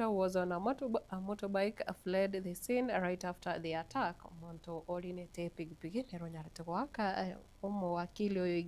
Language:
Gusii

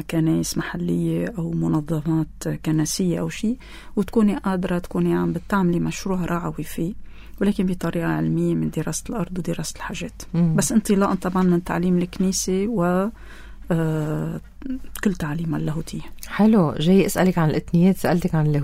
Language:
North Levantine Arabic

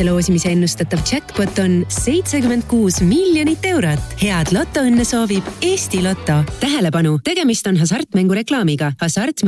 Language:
Estonian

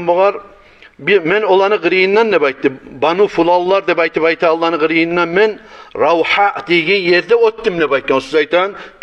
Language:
Kumyk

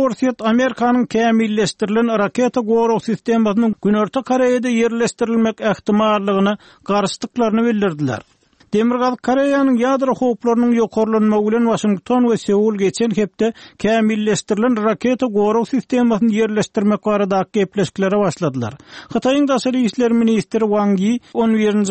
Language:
Turkmen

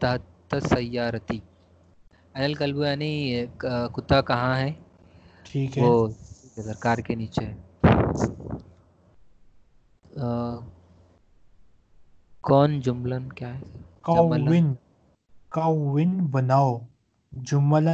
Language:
Urdu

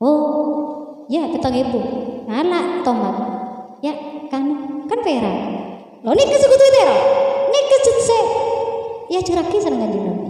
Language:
Madurese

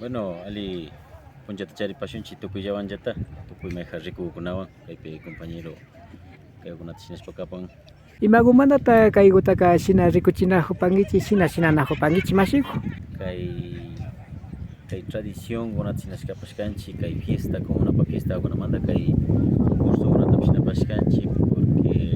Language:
Imbabura Highland Quichua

